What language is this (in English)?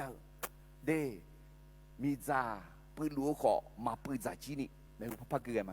Akha